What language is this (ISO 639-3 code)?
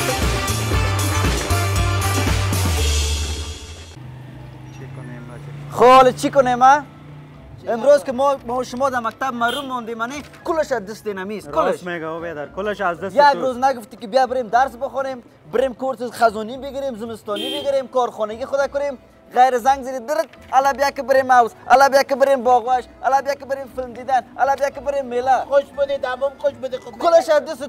fas